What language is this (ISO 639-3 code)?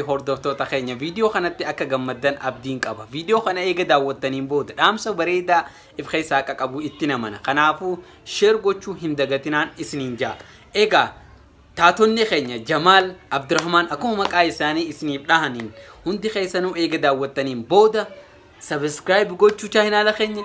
orm